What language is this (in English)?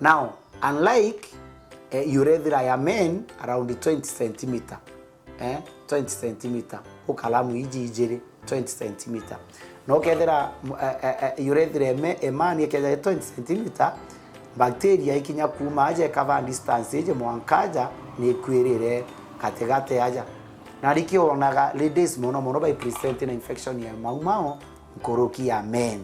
Meru